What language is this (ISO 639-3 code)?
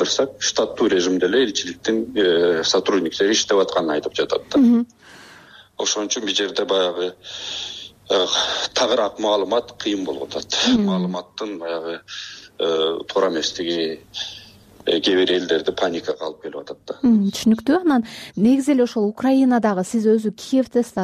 kir